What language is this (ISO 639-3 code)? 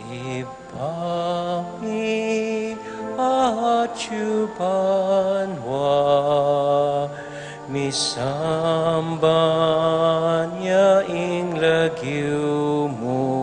pam